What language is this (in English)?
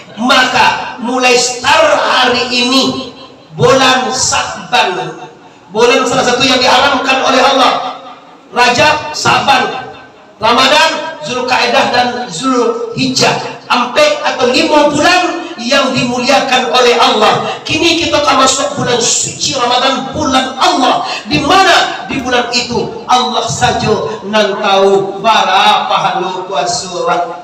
Minangkabau